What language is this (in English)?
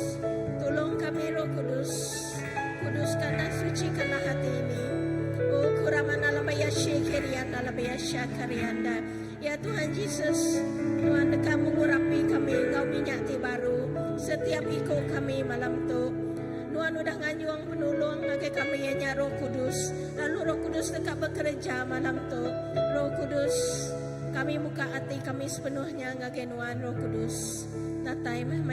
Iban